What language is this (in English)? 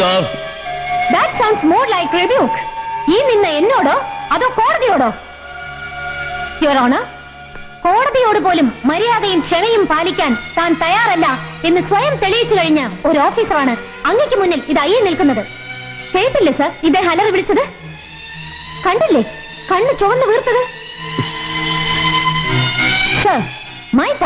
Malayalam